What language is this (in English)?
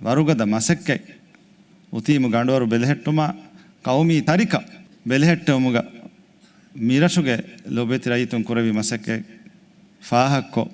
Divehi